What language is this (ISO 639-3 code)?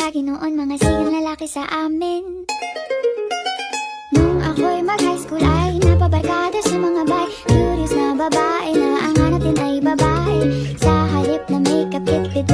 fil